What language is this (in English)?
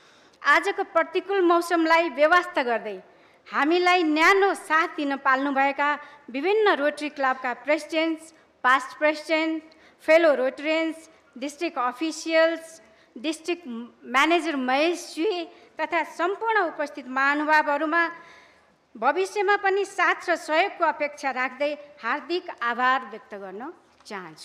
Nepali